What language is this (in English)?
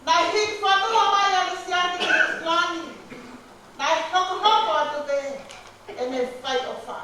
Tongan